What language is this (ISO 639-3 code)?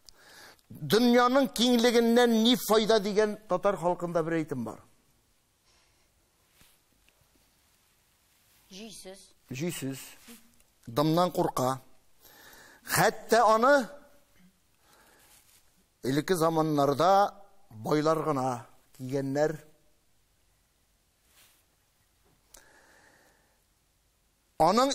tat